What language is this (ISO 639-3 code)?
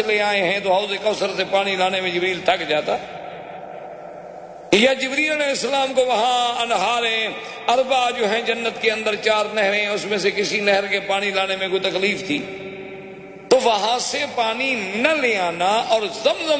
urd